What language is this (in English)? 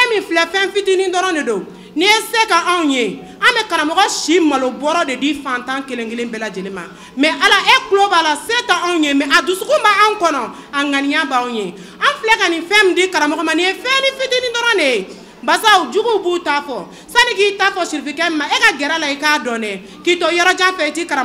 Bambara